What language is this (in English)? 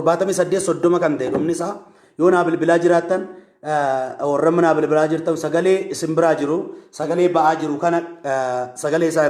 Oromo